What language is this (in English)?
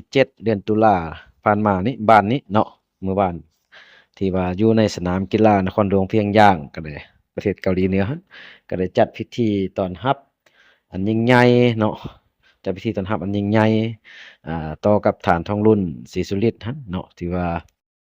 Lao